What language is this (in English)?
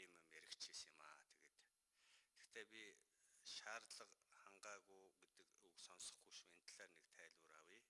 Mongolian